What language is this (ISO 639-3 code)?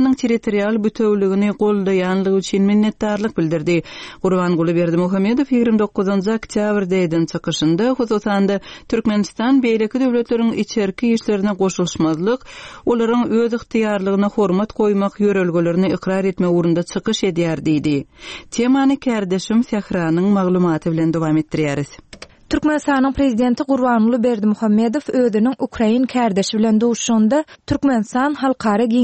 tuk